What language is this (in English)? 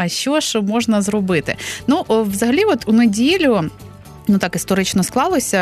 Ukrainian